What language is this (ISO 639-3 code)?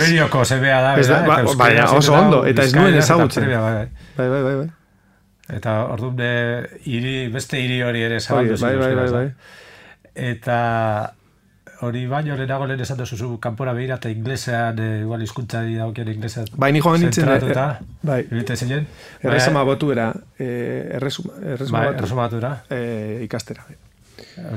eus